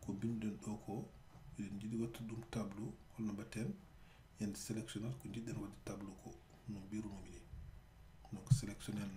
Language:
Fula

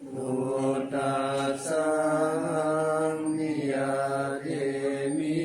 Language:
Pali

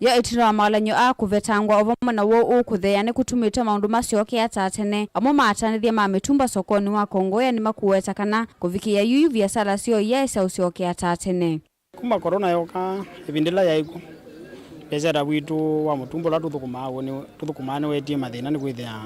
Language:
Kamba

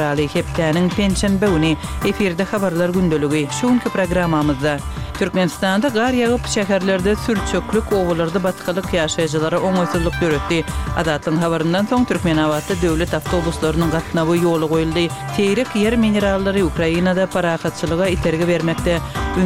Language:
Kyrgyz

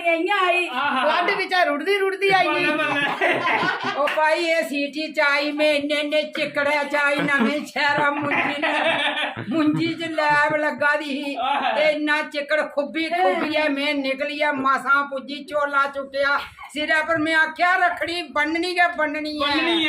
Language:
Dogri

